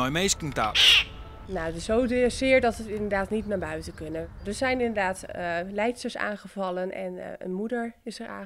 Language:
Western Frisian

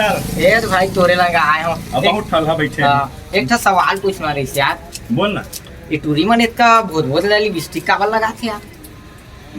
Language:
Chhattisgarhi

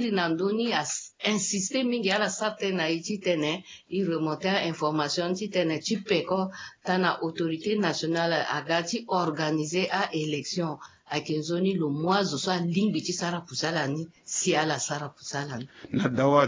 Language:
Sango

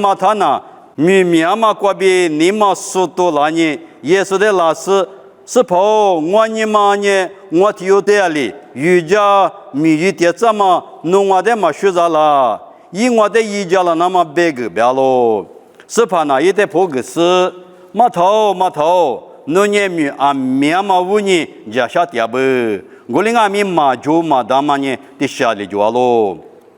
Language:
Lisu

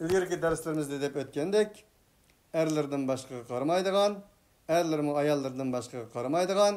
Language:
Uyghur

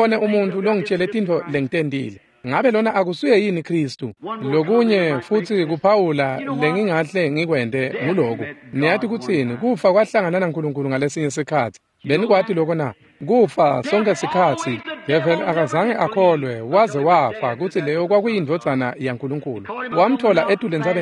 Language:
Swati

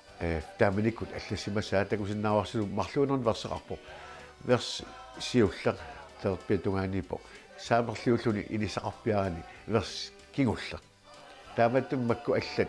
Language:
Kalaallisut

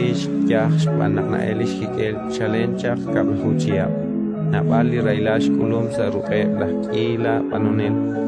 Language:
Kekchí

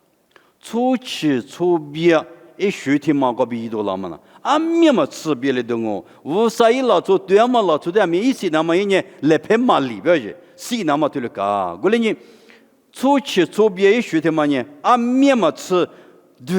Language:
Lisu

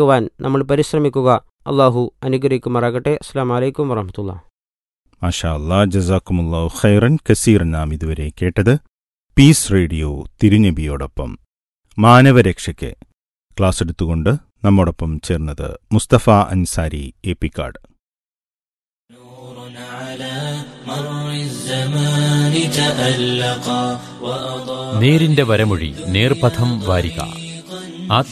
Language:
Malayalam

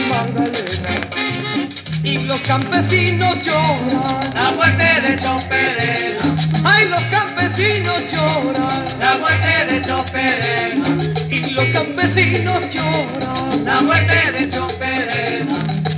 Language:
Spanish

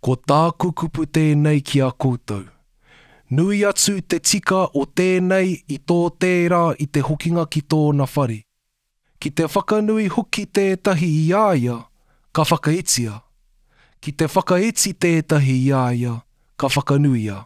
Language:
Māori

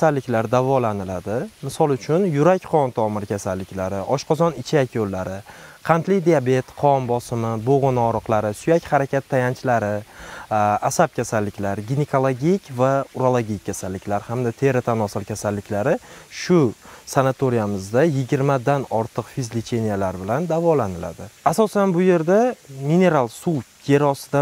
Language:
Uzbek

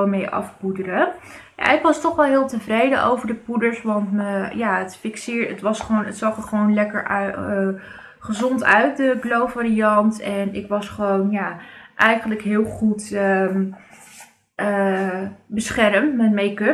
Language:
Dutch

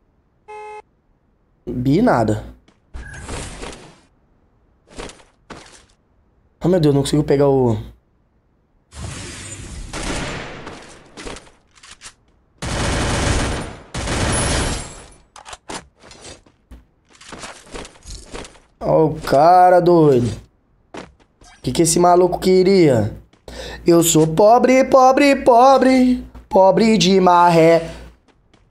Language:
Portuguese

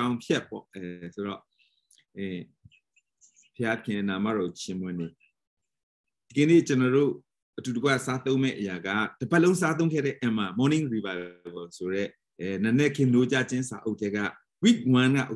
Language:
Burmese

